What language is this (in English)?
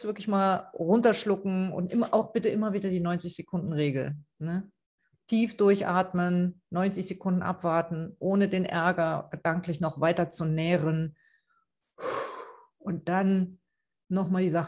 German